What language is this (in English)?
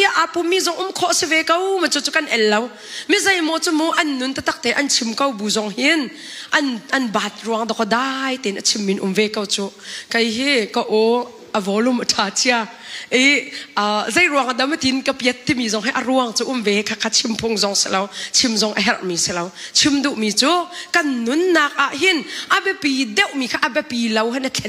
Hakha Chin